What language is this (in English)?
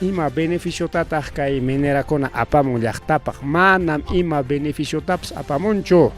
Ayacucho Quechua